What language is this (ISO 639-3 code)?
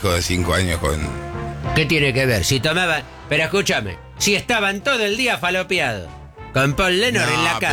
spa